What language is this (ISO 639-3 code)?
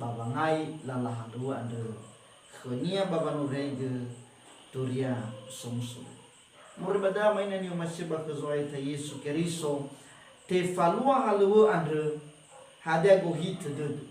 nia